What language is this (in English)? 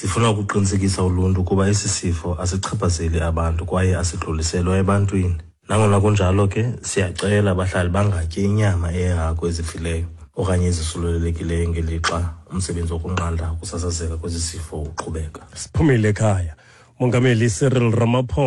Xhosa